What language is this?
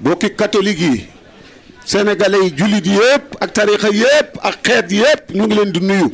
Wolof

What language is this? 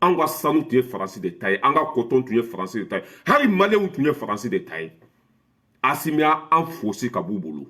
Bambara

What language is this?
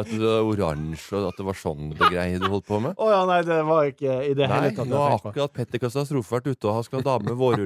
Norwegian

